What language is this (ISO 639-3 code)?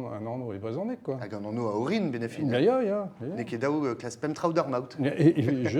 bre